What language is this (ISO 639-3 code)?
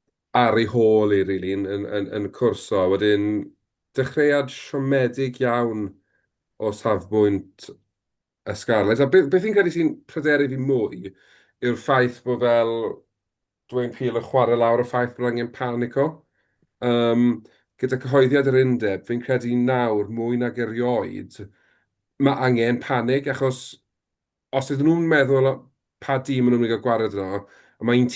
cym